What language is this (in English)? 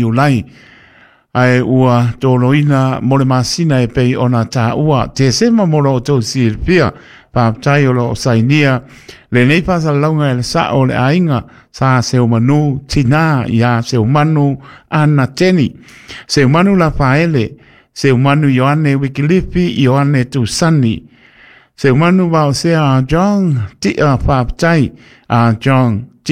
Samoan